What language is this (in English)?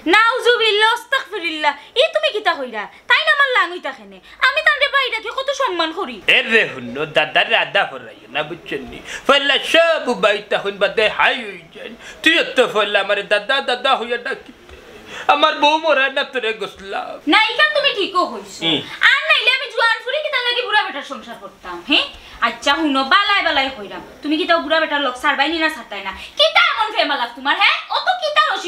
Sylheti